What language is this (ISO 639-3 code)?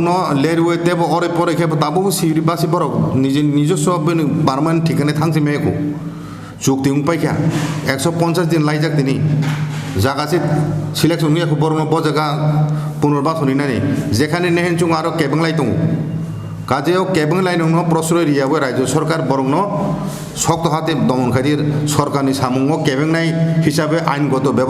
trp